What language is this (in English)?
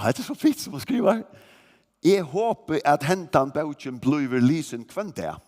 Faroese